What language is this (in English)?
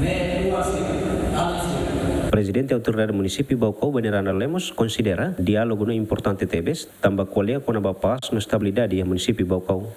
Tetum